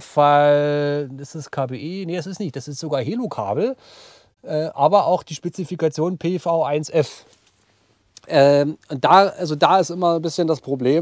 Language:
German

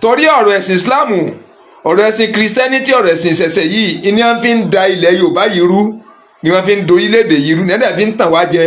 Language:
Yoruba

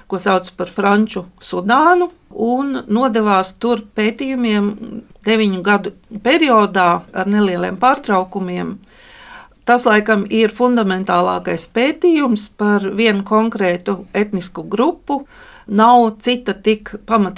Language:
Latvian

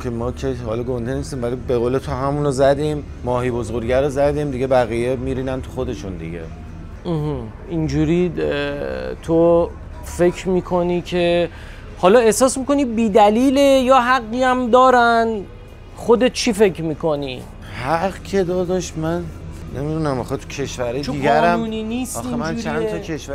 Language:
Persian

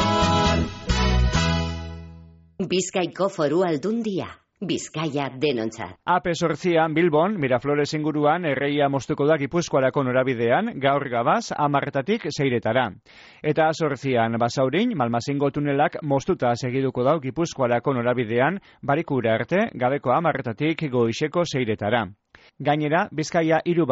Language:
Basque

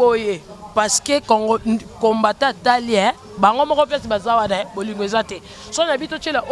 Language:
Lingala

